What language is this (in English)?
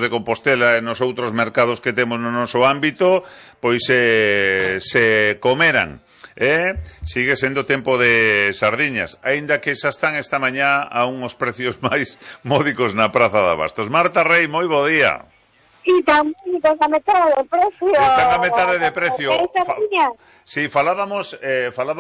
Galician